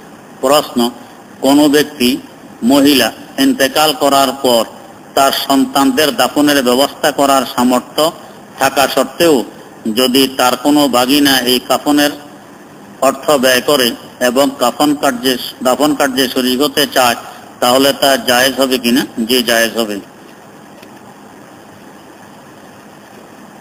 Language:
Bangla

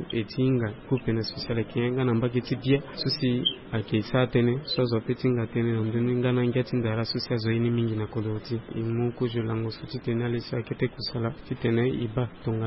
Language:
Sango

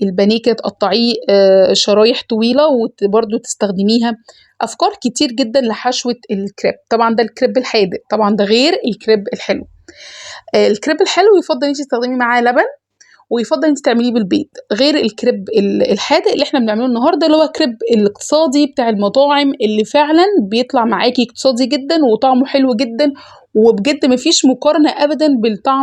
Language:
Egyptian Arabic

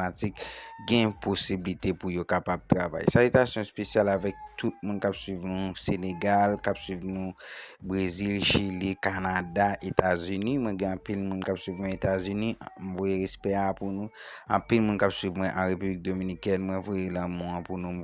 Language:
Haitian Creole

